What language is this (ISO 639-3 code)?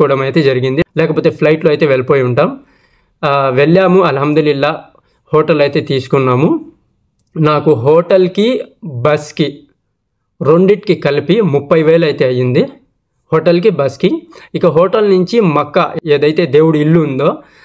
tel